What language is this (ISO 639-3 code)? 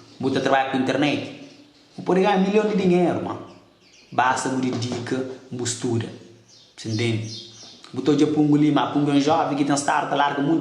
kea